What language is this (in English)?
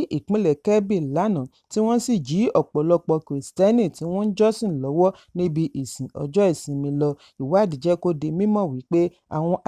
Yoruba